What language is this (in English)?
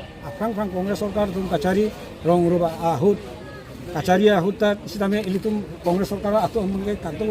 Karbi